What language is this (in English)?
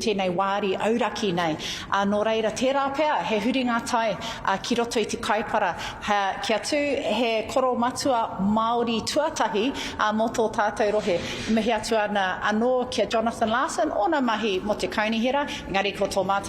Māori